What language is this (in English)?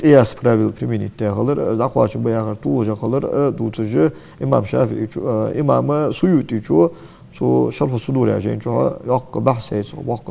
Ingush